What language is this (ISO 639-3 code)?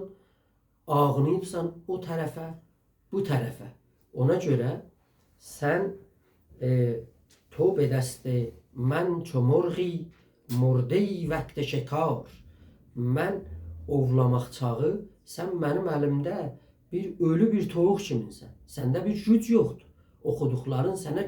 azb